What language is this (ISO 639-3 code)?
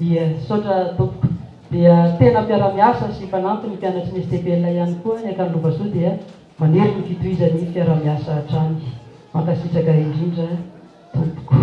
mlg